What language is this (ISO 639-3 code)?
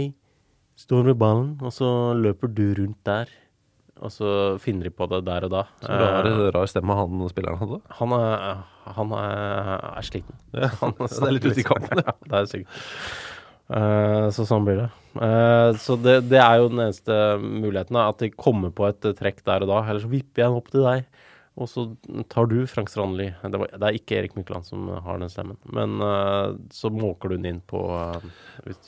nor